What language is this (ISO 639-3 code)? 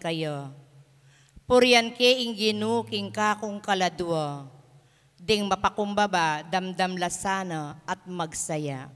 pam